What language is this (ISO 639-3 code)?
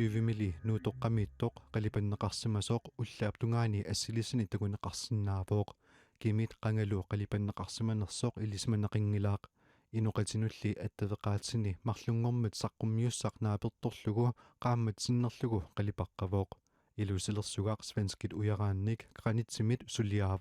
kal